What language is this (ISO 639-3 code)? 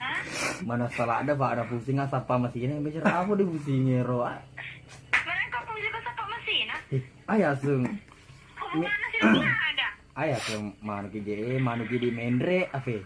bug